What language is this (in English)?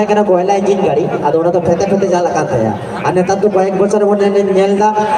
Santali